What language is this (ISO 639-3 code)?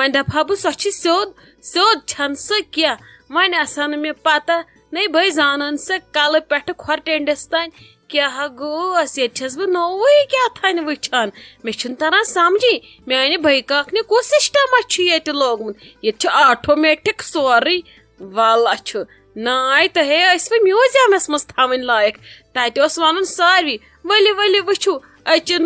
kas